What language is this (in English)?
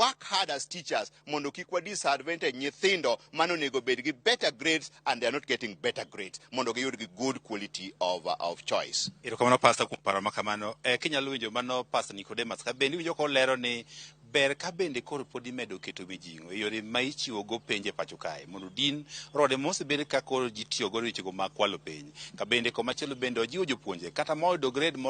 Luo (Kenya and Tanzania)